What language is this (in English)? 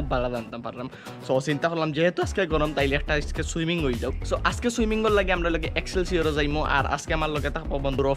Sylheti